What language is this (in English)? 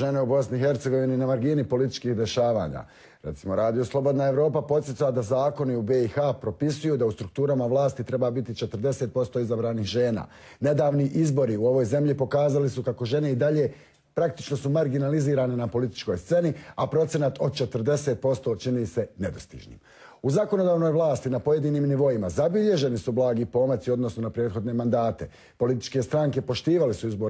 Bosnian